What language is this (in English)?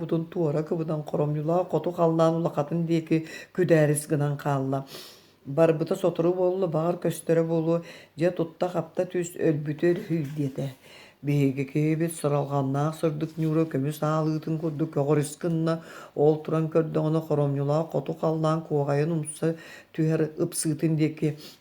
Yakut